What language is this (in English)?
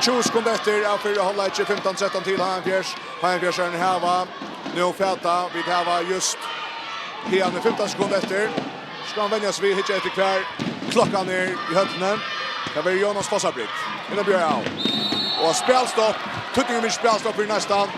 Faroese